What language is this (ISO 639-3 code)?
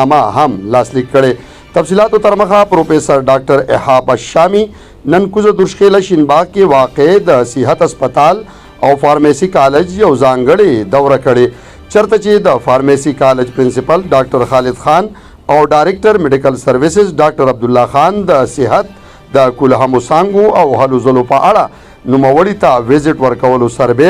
pus